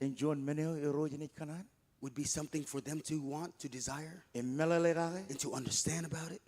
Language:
Marshallese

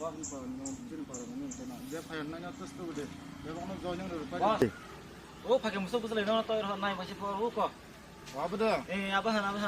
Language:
Kok Borok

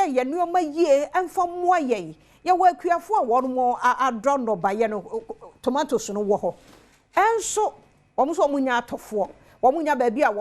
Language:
Akan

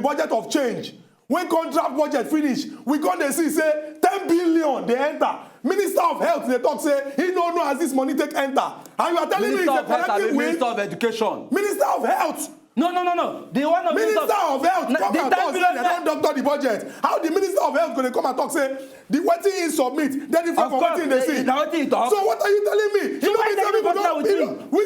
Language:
Nigerian Pidgin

